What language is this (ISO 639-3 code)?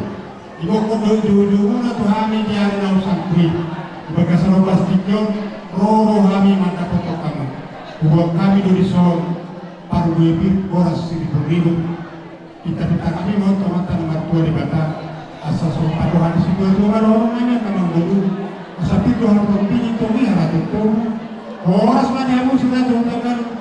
bbc